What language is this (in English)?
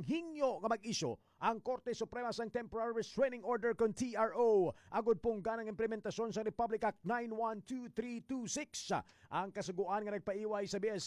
Hiligaynon